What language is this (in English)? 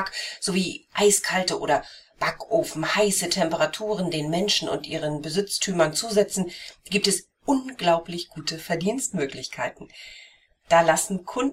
German